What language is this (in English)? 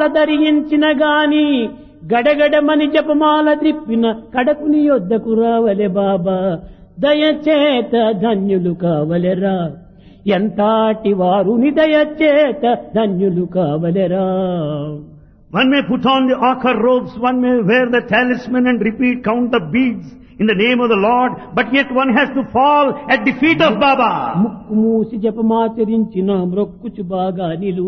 Telugu